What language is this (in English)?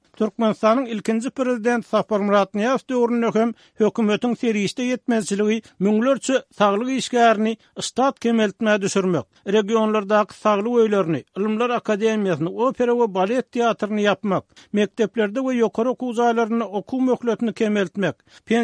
Turkmen